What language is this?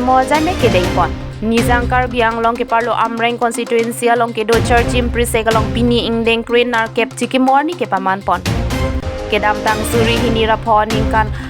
Karbi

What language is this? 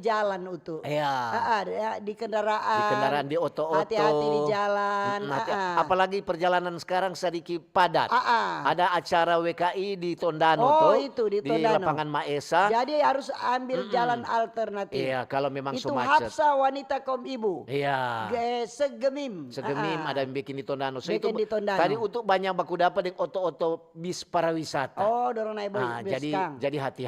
Manado Malay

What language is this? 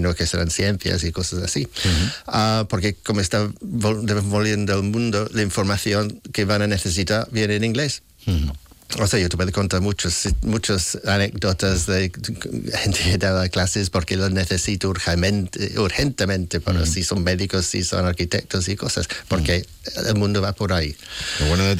Spanish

